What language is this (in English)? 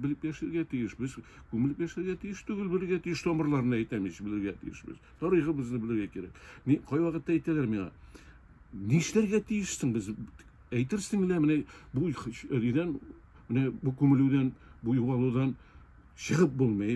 Tatar